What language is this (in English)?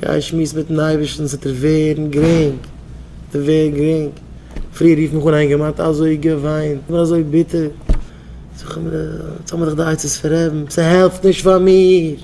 Yiddish